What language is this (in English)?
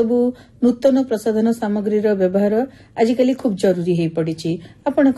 Odia